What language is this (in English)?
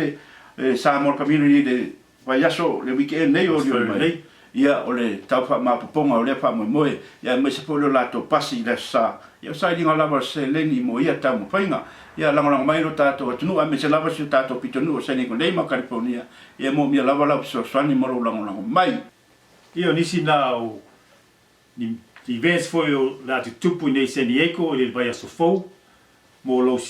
Samoan